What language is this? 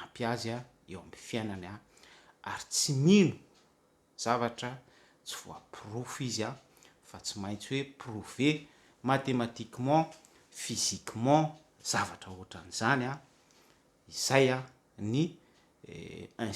Malagasy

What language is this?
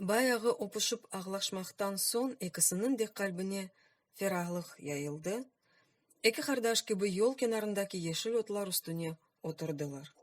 Crimean Tatar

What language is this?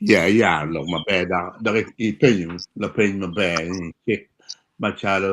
Acoli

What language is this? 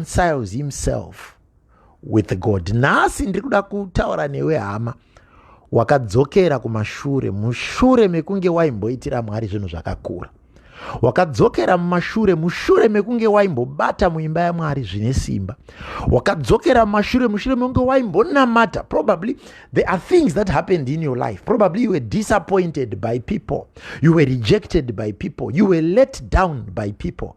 Shona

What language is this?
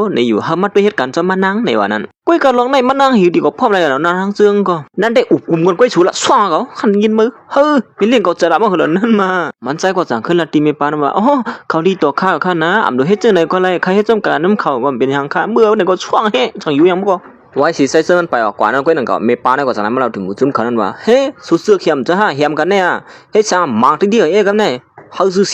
Shan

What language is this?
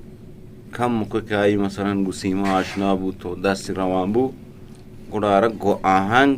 Eastern Balochi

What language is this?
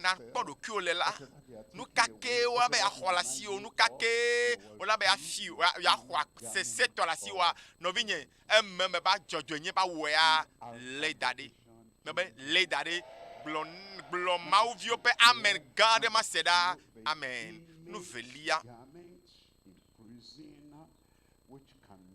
Ewe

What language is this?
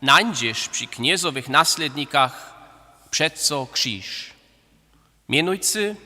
Upper Sorbian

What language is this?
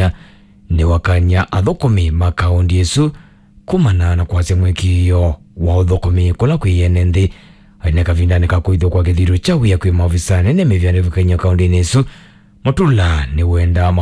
Kamba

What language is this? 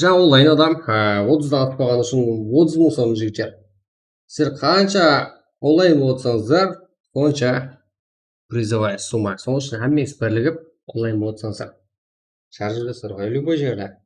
Kara-Kalpak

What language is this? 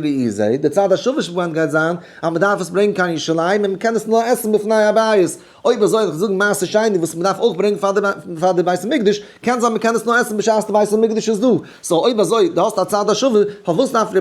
Yiddish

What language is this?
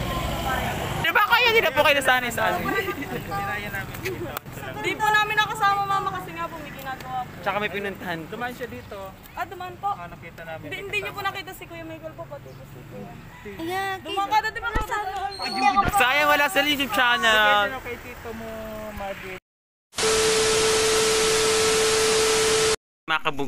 Filipino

